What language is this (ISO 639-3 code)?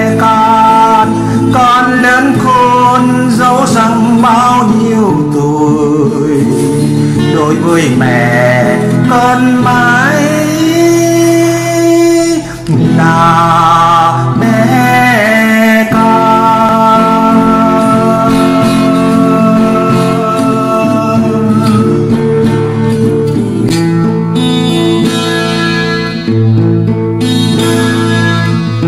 vie